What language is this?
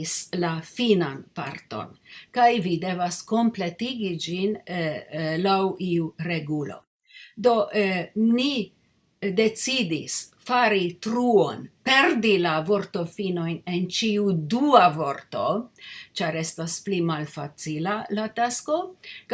Esperanto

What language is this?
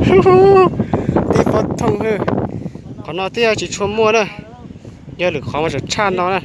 Hmong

